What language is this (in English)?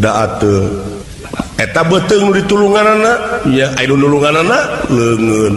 Sundanese